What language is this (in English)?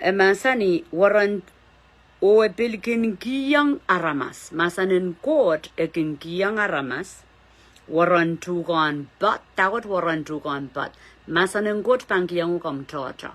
Pohnpeian